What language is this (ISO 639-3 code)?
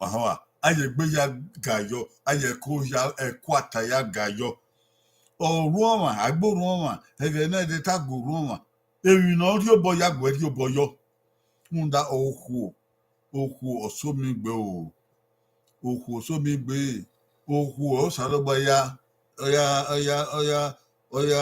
bin